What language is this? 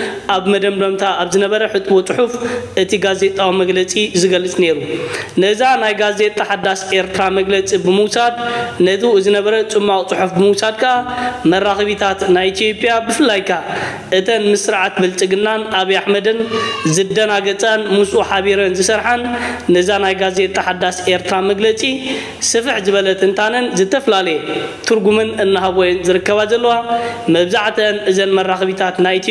Tigrinya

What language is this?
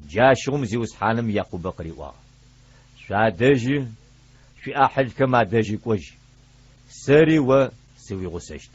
Adyghe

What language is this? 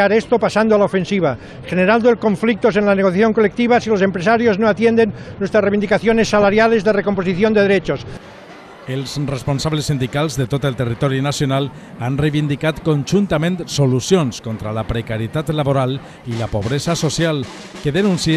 Catalan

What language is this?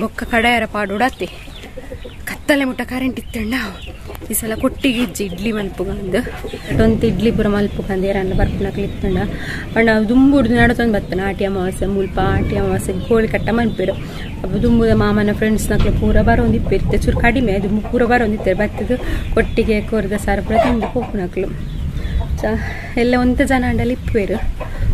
Tulu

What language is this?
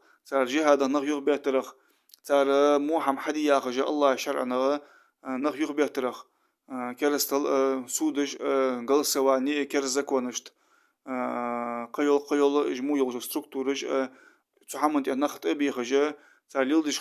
Ingush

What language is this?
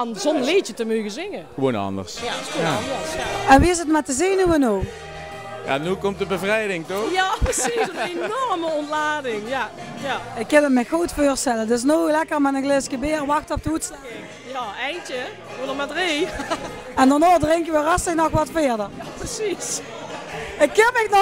Limburgish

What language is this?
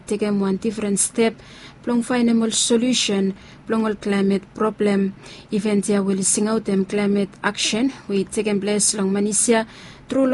Bislama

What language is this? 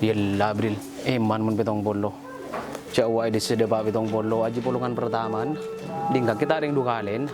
Madurese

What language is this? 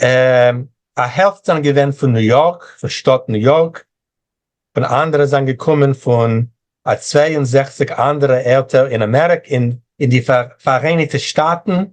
Yiddish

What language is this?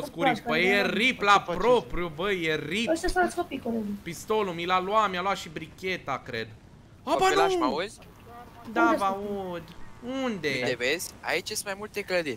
Romanian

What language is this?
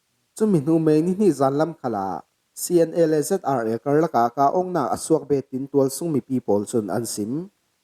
Falam Chin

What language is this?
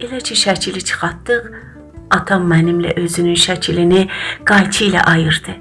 South Azerbaijani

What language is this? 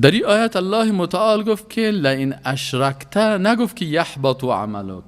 Persian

